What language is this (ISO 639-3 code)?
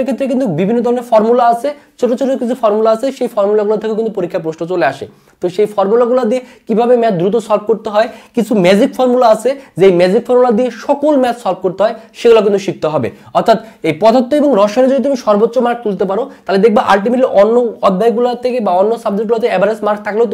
ben